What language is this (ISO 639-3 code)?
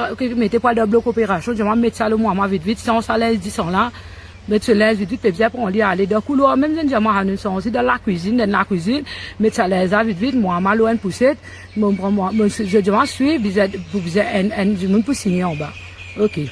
mfe